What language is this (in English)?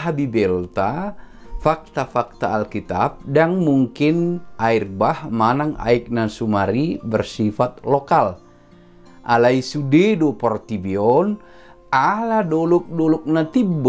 Batak Toba